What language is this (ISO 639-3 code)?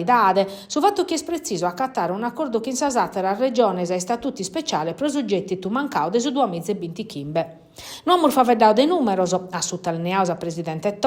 srd